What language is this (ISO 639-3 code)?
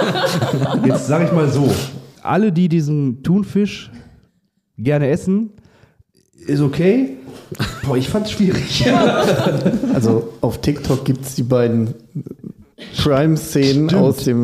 deu